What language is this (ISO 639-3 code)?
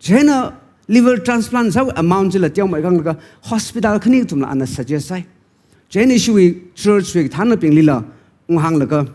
nmf